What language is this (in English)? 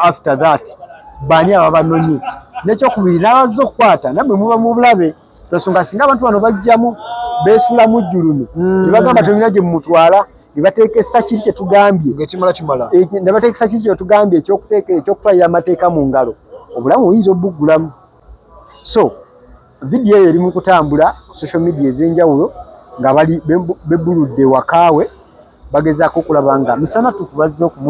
Ganda